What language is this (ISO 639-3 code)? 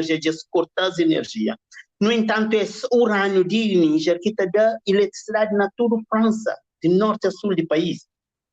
kea